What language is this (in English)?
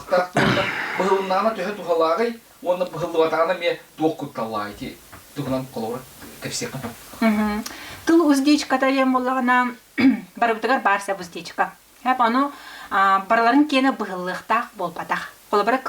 Yakut